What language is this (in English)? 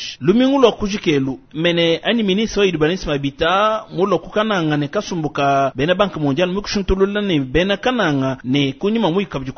Luba-Lulua